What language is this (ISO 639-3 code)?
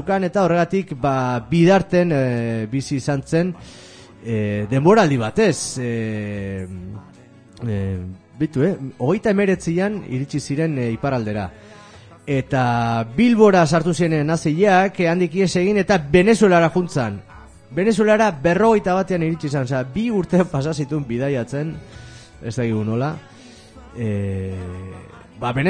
eus